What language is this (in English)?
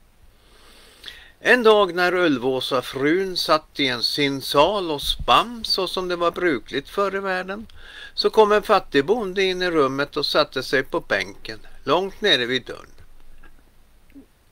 Swedish